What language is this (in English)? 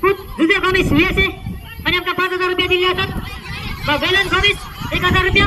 Konkani